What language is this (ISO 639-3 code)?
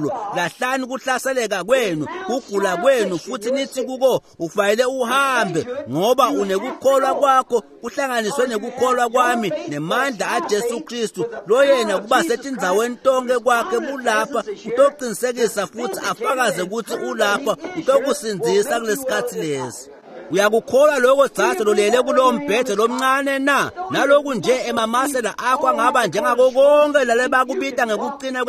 ssw